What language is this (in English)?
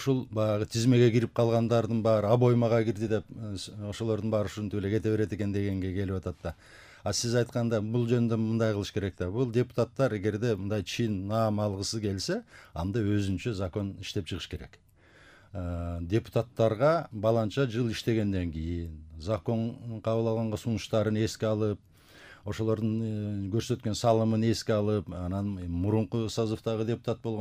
Kyrgyz